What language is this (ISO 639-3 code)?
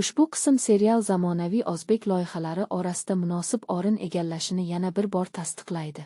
uzb